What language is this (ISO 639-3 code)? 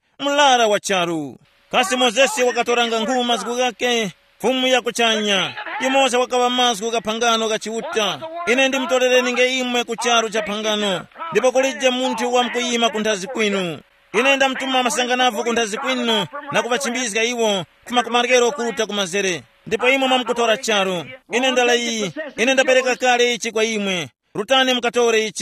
tum